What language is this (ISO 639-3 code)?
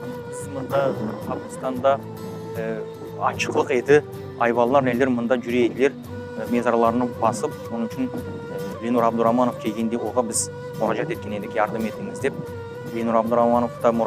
crh